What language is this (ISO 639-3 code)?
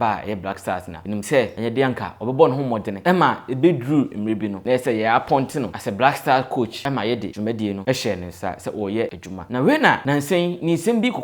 aka